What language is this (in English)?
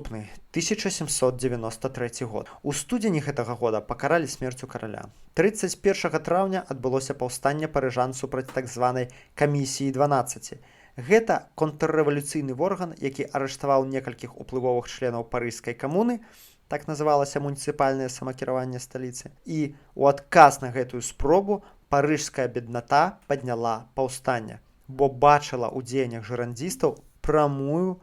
Belarusian